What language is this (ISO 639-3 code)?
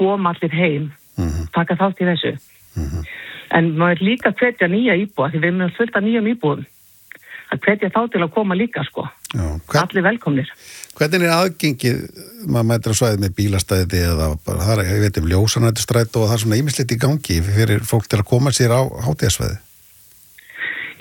isl